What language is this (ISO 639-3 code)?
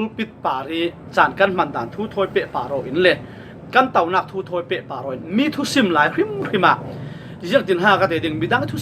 cfm